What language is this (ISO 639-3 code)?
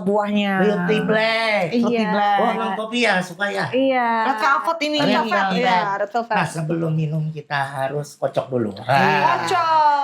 bjn